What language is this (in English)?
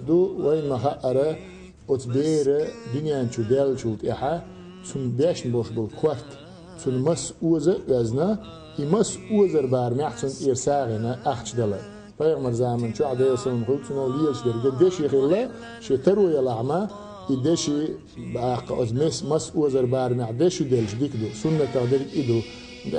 Chechen